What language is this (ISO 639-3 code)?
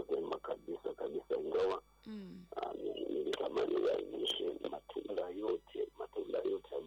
swa